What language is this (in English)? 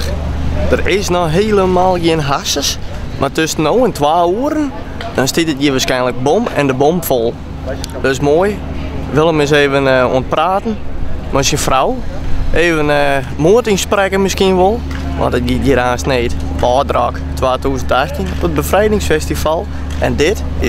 Western Frisian